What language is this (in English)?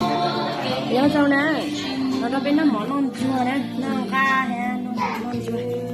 Hmong